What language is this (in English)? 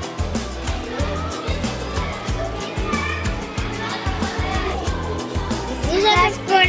Kazakh